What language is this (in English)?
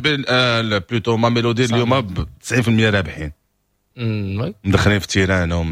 Moroccan Arabic